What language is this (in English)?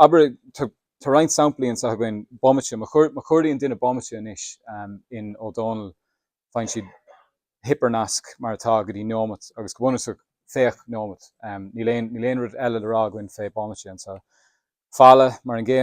Irish